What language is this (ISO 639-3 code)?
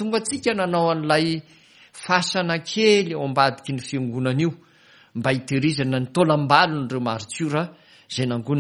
mlg